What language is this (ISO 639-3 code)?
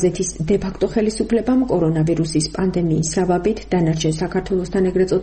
kat